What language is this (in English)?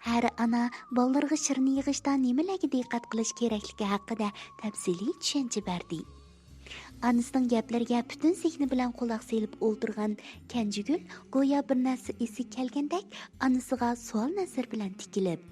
Uyghur